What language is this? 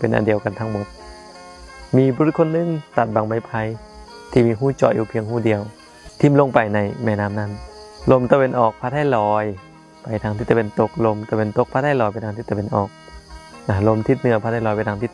Lao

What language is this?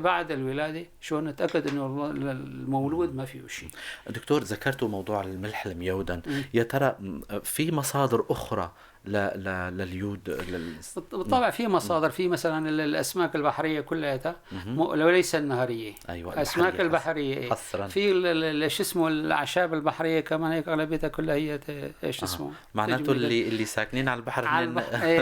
North Levantine Arabic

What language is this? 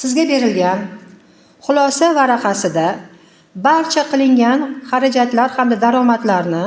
Uzbek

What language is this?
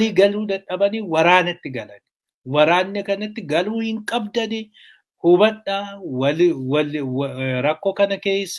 Oromo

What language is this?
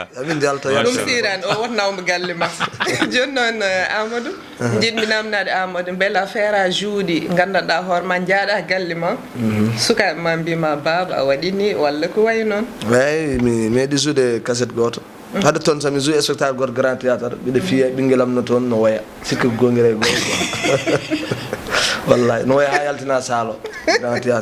Fula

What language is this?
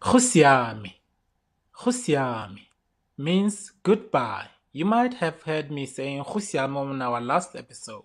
Tswana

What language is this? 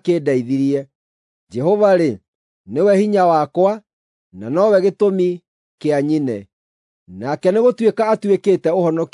Kikuyu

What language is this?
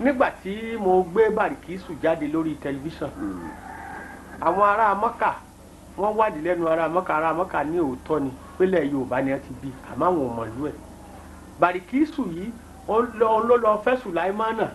Yoruba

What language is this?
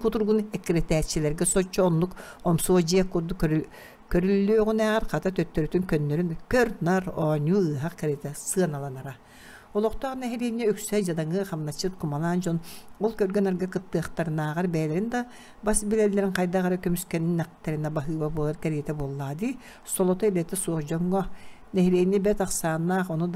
Yakut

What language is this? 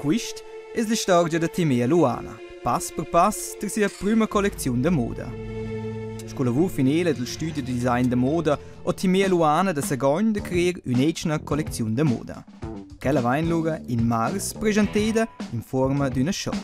Romansh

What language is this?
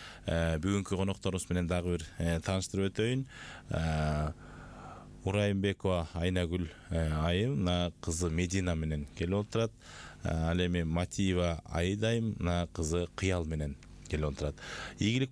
Kyrgyz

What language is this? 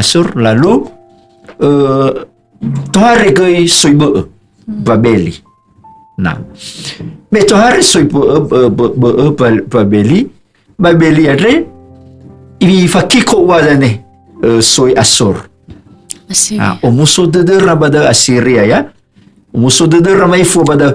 Nias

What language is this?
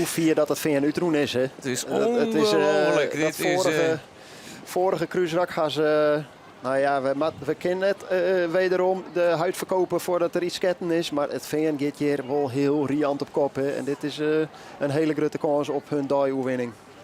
Western Frisian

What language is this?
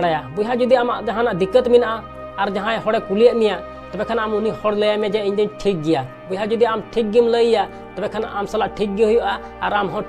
Santali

